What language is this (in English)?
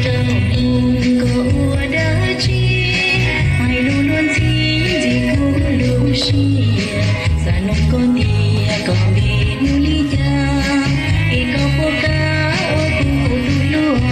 Hmong